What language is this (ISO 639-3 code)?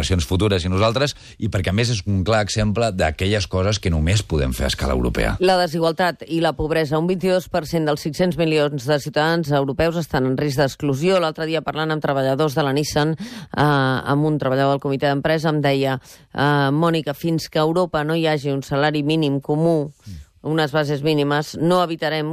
cat